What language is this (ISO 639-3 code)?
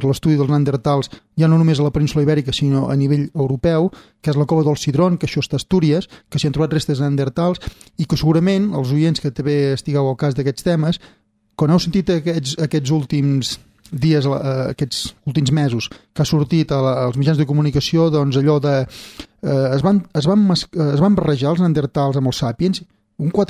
cat